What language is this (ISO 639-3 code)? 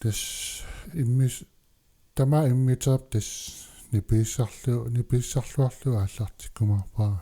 kal